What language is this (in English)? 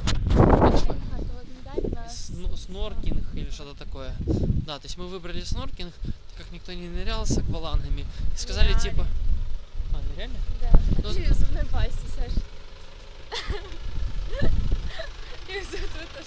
Russian